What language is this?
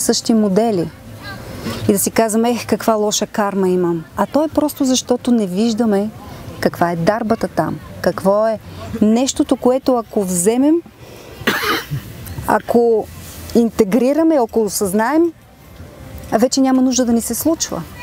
Bulgarian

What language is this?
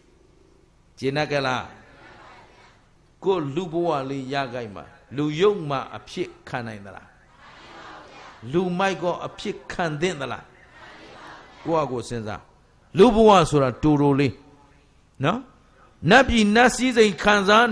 Burmese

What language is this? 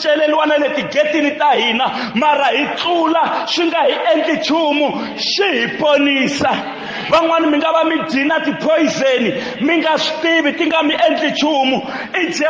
Tsonga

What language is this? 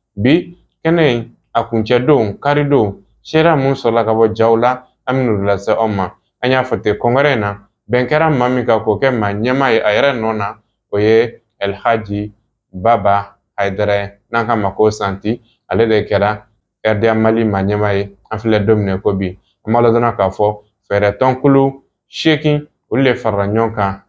Bambara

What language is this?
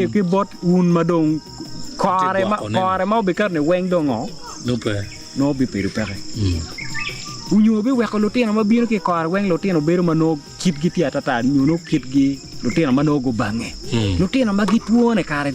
Acoli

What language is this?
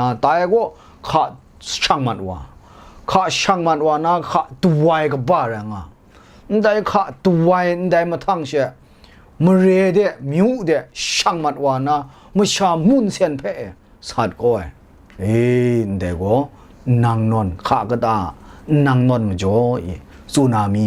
Kachin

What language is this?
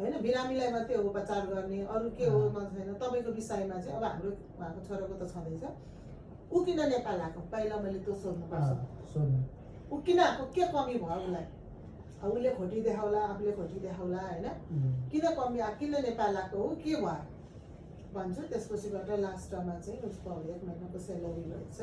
Nepali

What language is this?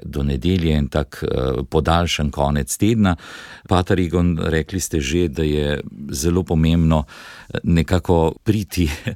Slovenian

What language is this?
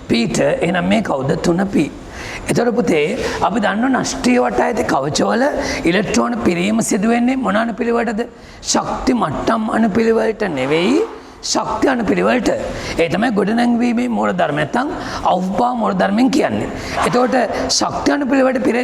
Sinhala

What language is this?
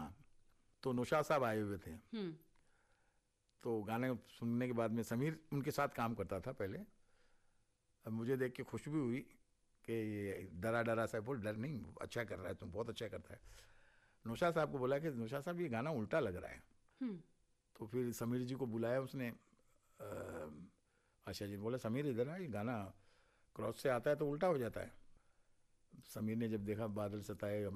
Hindi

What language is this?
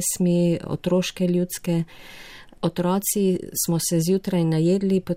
Slovenian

